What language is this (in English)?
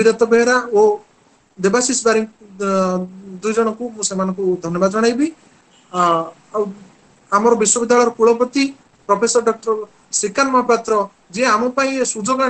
Odia